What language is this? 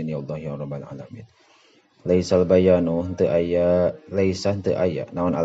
Sundanese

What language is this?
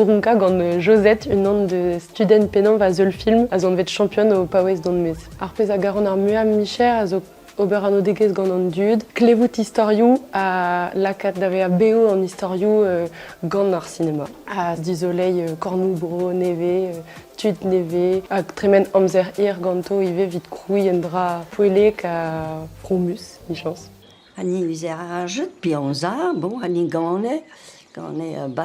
Breton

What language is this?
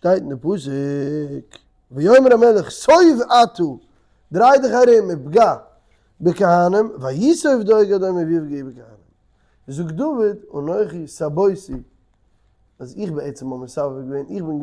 Yiddish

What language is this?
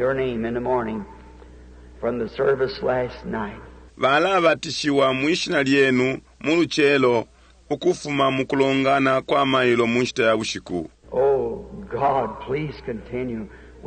Bemba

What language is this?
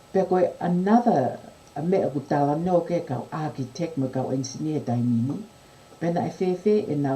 Tongan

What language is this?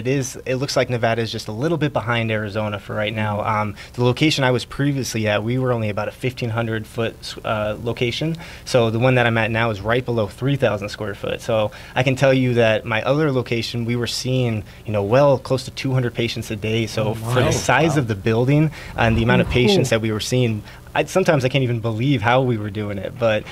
English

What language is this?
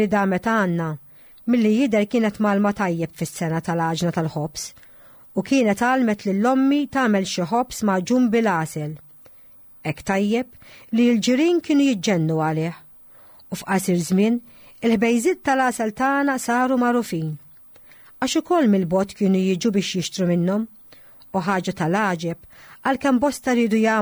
Maltese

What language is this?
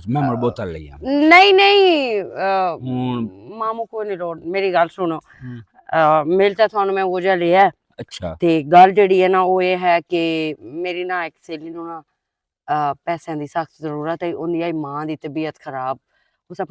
Western Panjabi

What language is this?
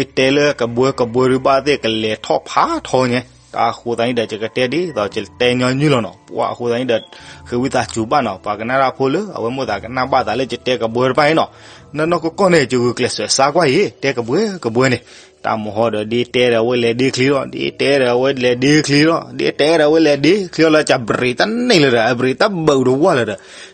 S'gaw Karen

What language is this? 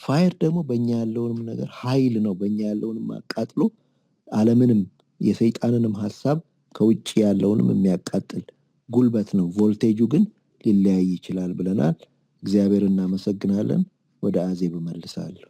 Amharic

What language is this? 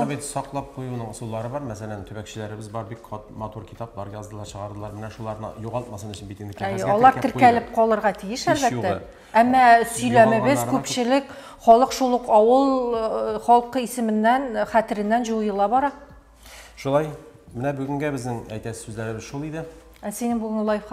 Tatar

